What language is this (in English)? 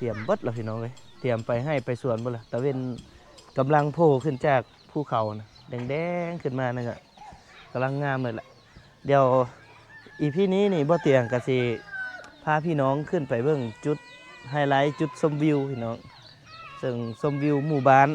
Lao